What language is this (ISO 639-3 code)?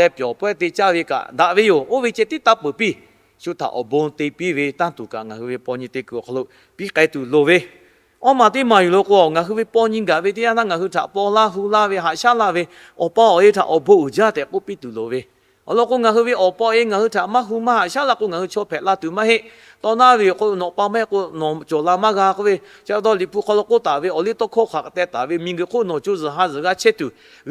lhu